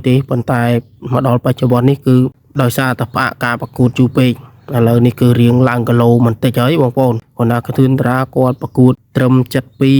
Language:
Khmer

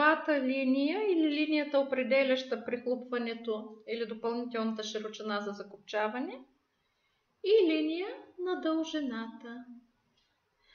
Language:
Bulgarian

